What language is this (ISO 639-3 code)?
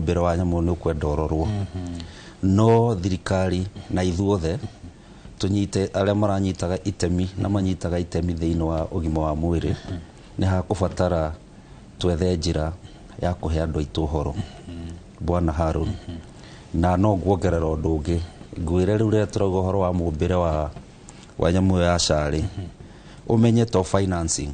kik